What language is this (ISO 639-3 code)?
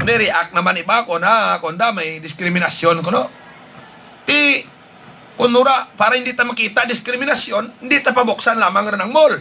hil